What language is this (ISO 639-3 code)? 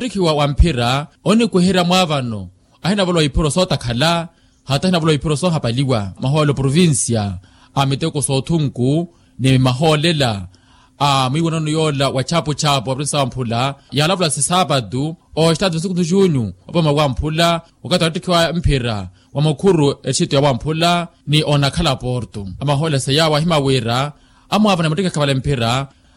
vmw